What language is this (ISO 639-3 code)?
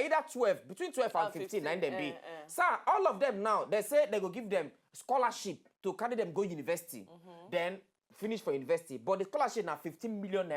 pcm